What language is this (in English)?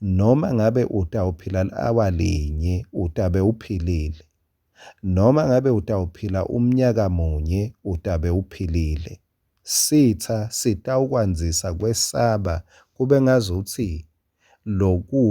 Swati